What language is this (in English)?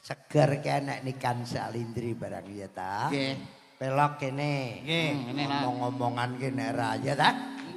Javanese